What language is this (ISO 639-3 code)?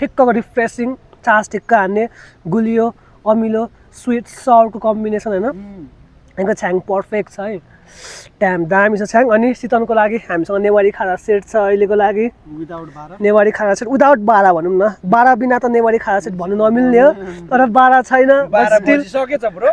nep